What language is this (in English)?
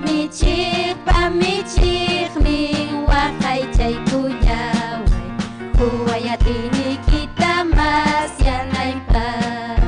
Ayacucho Quechua